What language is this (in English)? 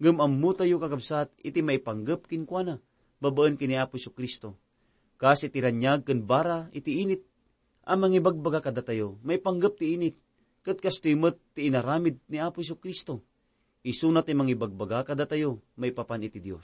Iloko